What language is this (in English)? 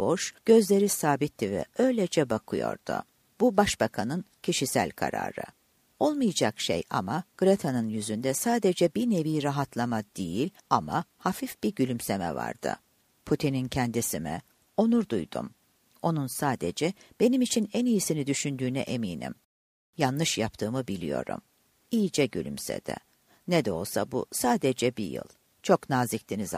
Turkish